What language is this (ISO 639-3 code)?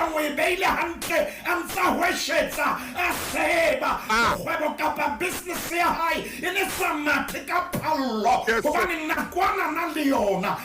sot